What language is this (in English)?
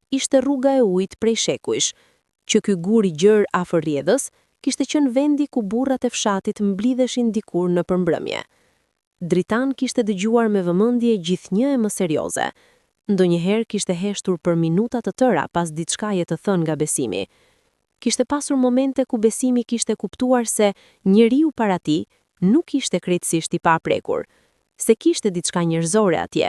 Albanian